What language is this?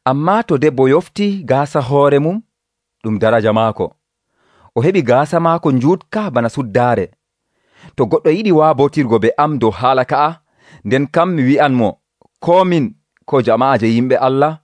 Nigerian Fulfulde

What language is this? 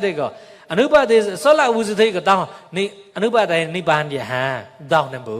Mon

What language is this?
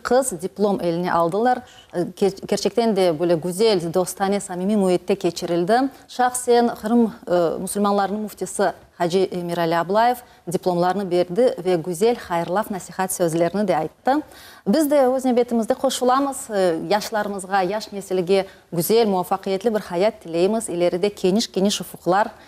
Crimean Tatar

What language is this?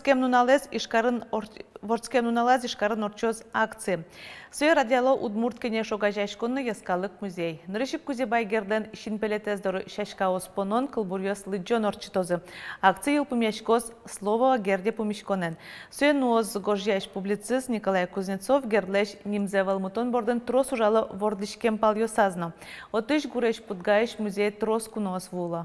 Udmurt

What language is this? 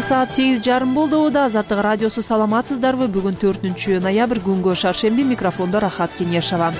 Kyrgyz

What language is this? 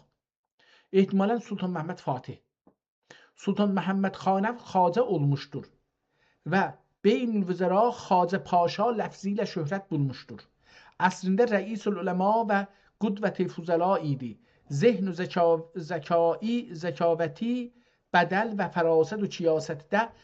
South Azerbaijani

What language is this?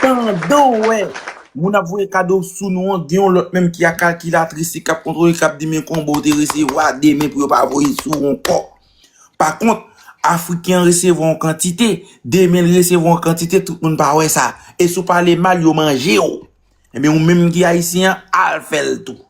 Haitian Creole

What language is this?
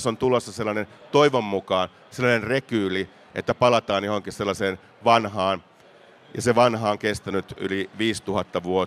Finnish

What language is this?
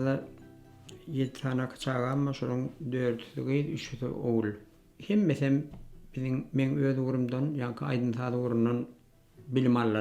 Turkmen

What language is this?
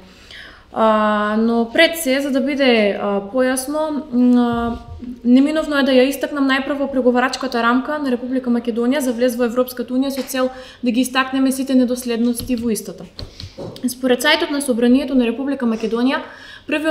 Macedonian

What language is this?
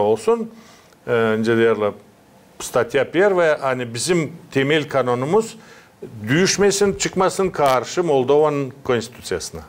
Gagauz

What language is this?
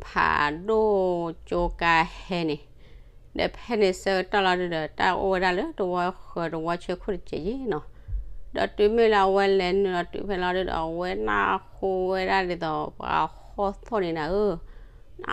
S'gaw Karen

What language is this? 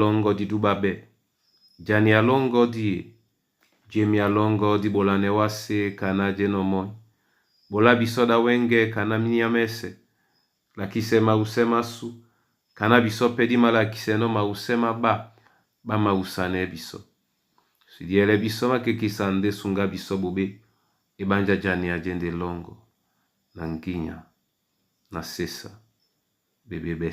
Duala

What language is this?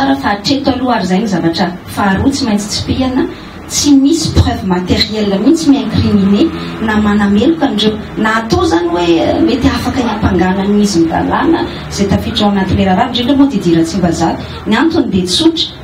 Malagasy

